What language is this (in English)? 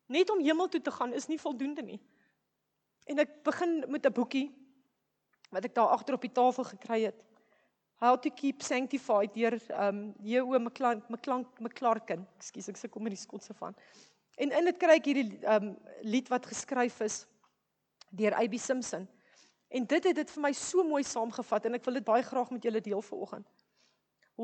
Afrikaans